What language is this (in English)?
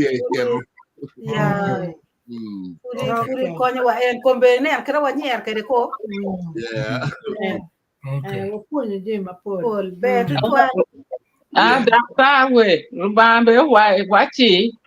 Acoli